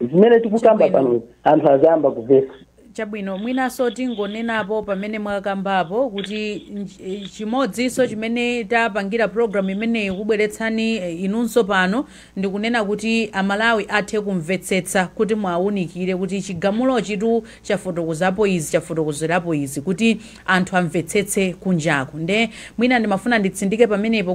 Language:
Nyanja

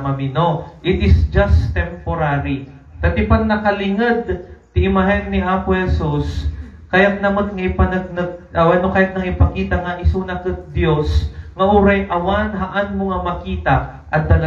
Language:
Iloko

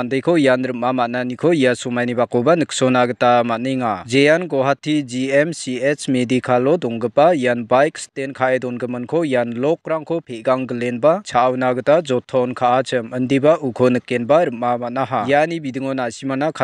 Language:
Garo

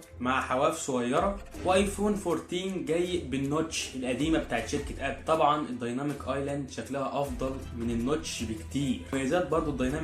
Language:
Egyptian Arabic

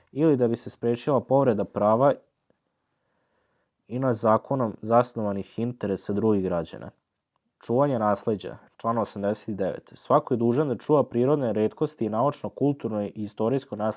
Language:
Serbian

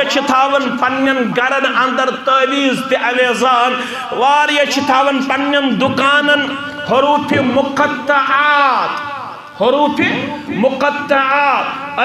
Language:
Kashmiri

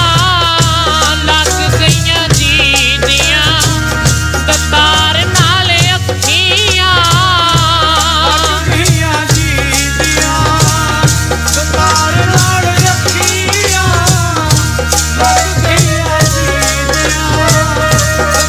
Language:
Punjabi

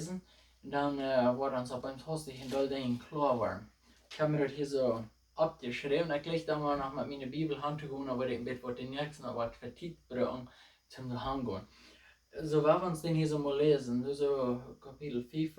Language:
Plautdietsch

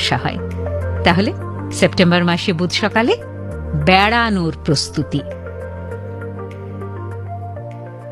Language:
Bangla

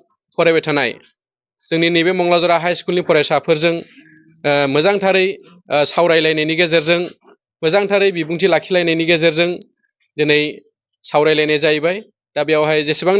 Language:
Bodo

